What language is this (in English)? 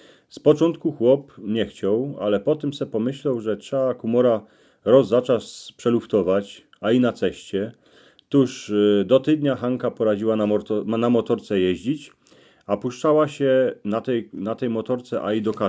Silesian